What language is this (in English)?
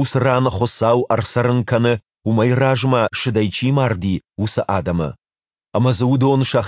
Ossetic